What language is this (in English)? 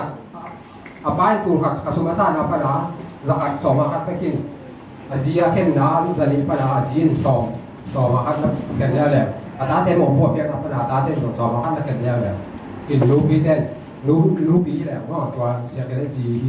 Tedim Chin